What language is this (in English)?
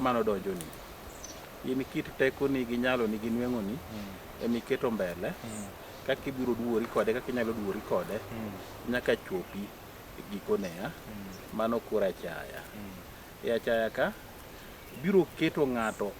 Luo (Kenya and Tanzania)